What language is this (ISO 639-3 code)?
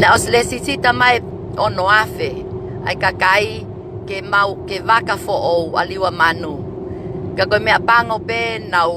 ton